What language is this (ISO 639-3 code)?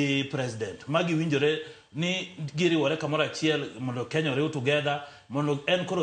luo